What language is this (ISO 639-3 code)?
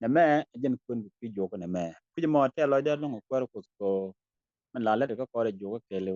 nus